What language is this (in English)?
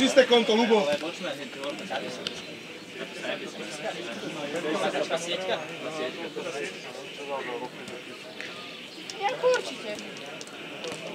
Slovak